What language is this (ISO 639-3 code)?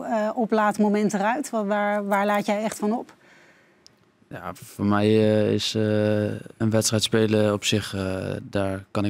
nld